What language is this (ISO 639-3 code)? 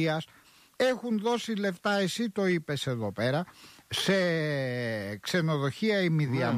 ell